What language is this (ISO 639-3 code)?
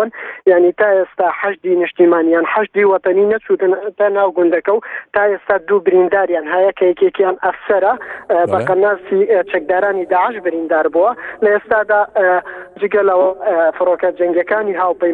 ckb